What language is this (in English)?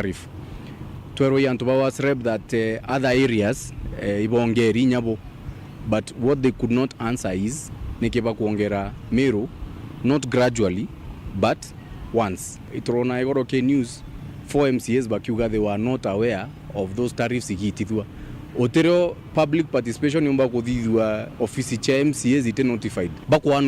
Meru